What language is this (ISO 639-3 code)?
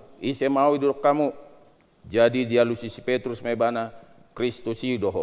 bbc